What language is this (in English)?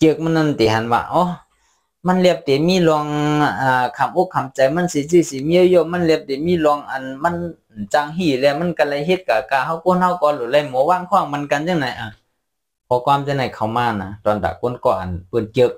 Shan